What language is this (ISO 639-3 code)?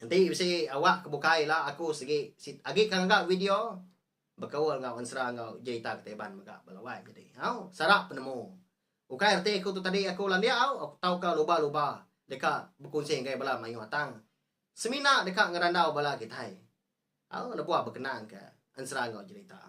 iba